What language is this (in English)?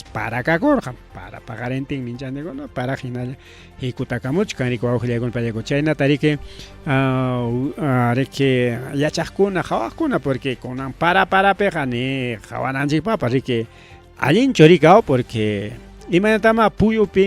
Ayacucho Quechua